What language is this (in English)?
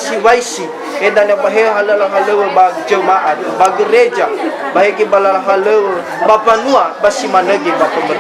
Nias